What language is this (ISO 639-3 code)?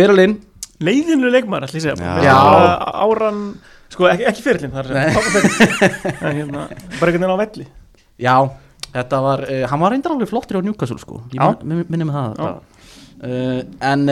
isl